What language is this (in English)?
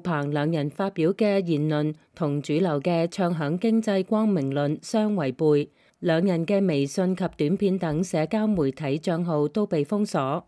Cantonese